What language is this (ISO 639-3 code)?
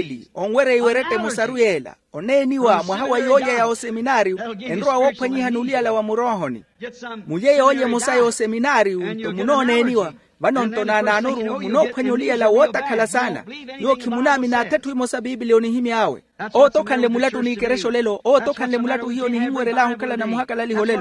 vmw